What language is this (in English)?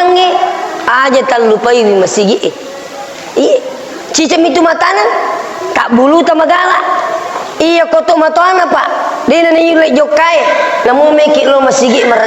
Buginese